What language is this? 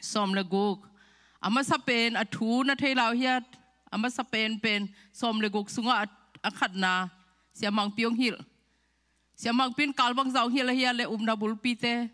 Tedim Chin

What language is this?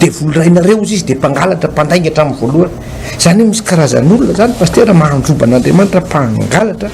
Malagasy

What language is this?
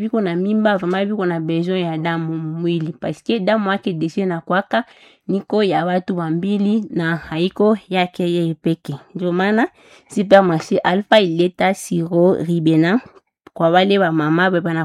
Swahili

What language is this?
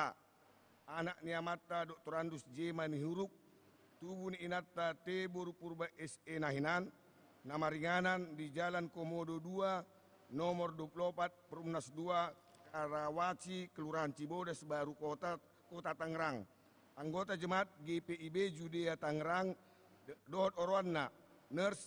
Batak Toba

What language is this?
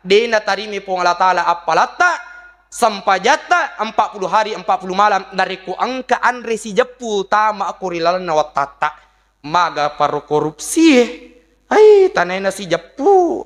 Buginese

